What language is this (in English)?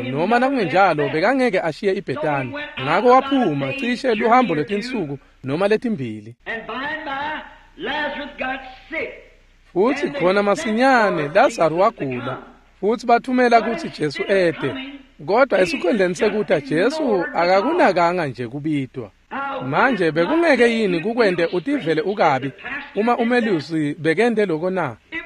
Swati